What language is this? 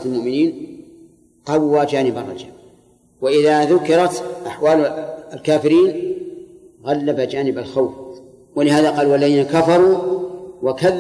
Arabic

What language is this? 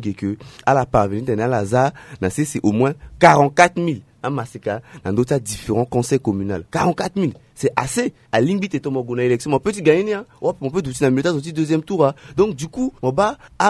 Sango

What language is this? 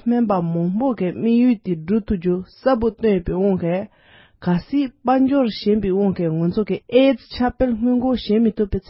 Tibetan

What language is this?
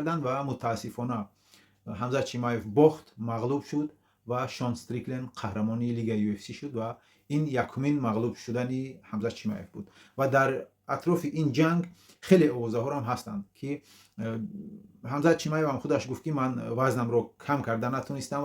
Tajik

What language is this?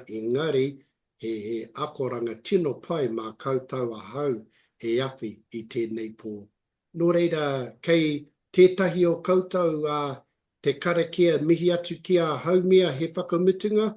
Māori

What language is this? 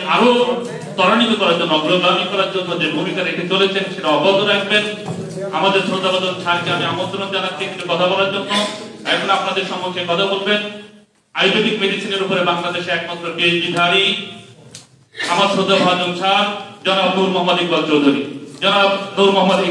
Bangla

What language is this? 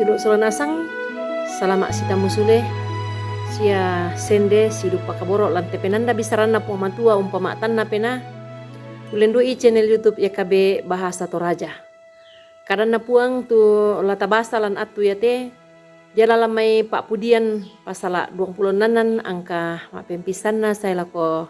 Toraja-Sa'dan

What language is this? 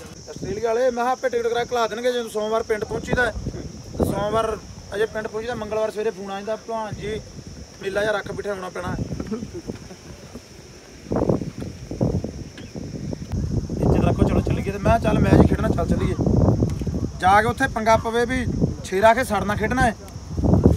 Punjabi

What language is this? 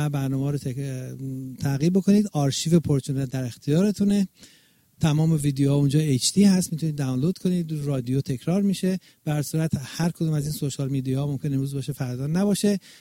Persian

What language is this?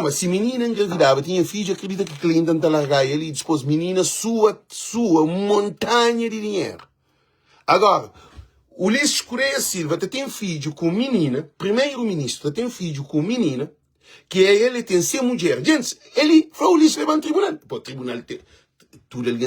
Kabuverdianu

